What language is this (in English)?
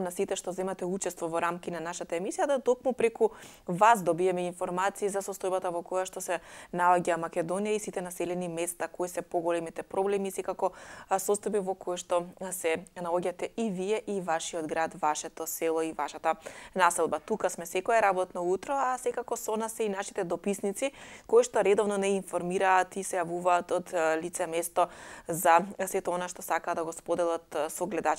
Macedonian